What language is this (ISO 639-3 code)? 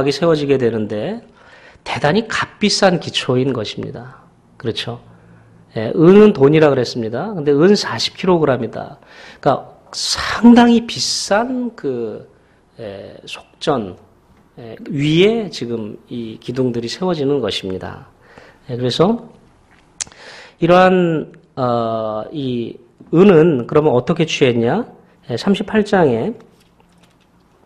kor